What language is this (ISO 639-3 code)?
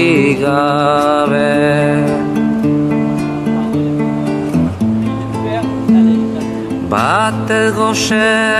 eus